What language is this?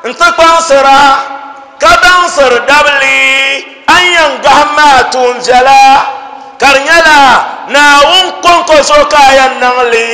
Dagbani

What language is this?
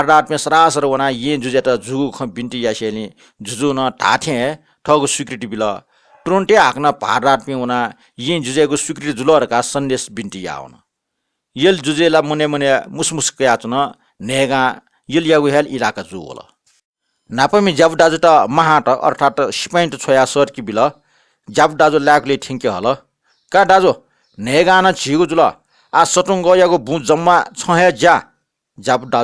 Newari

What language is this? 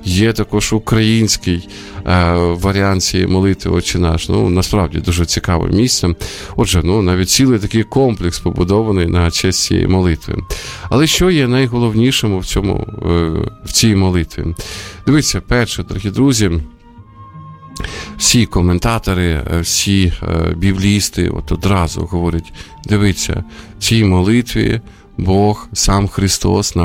Ukrainian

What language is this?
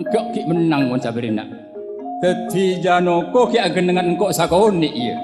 Madurese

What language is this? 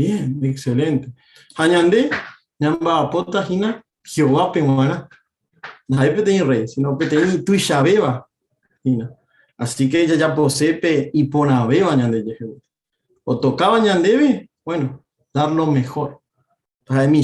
Guarani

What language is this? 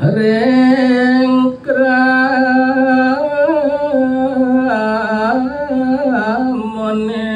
Balinese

